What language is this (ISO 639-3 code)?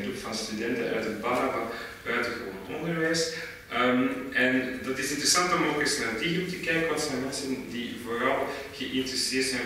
nld